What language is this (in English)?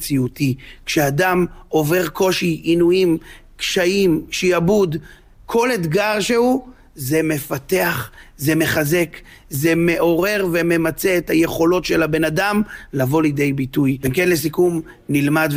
Hebrew